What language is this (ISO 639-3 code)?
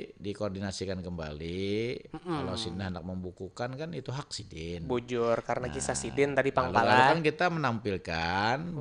bjn